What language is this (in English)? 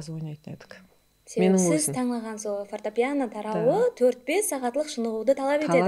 Kara-Kalpak